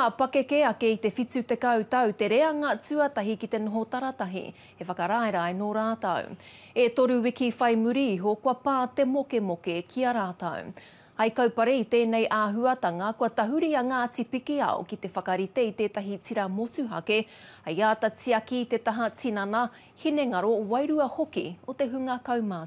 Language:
Māori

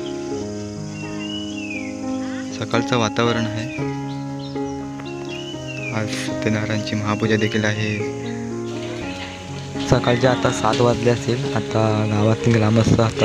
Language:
Marathi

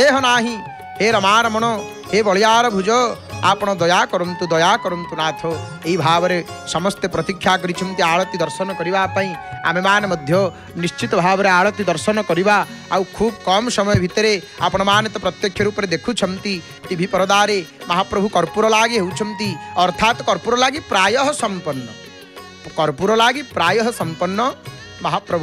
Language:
Odia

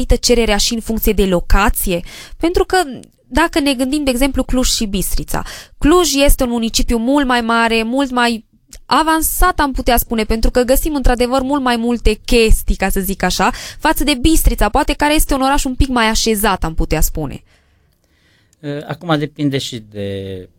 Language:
Romanian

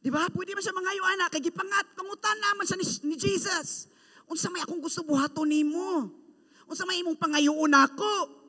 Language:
Cebuano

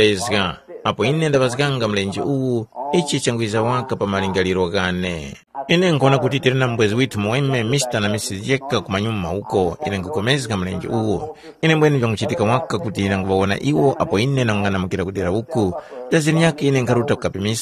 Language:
Tumbuka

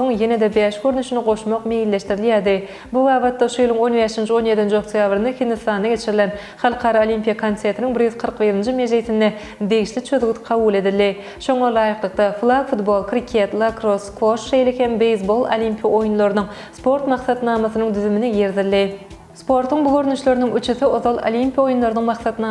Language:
Turkmen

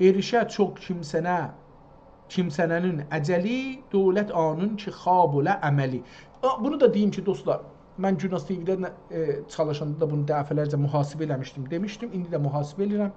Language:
South Azerbaijani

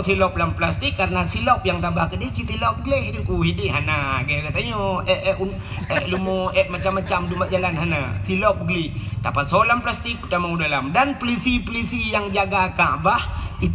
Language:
Achinese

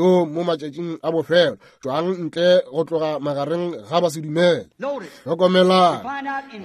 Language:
Northern Sotho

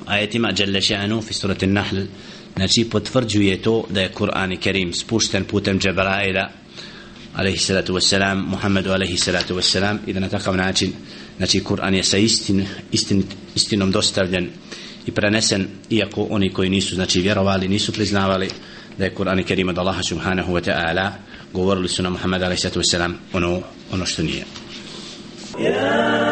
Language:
Bosnian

